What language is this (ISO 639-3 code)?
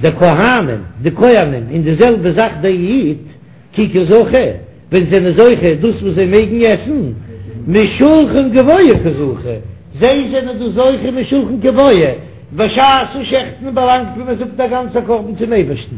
yid